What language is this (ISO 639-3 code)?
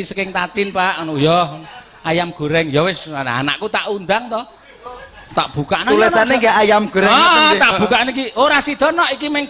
jav